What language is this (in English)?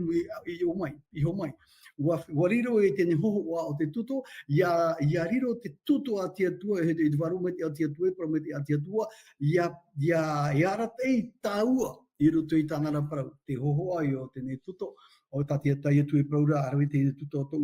Tahitian